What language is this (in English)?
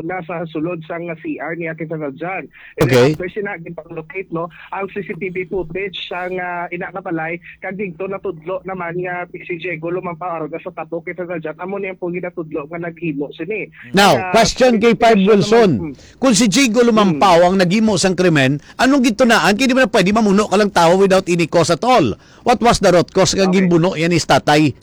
Hiligaynon